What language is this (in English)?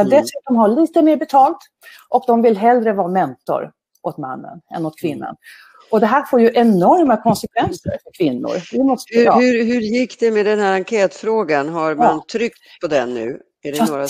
Swedish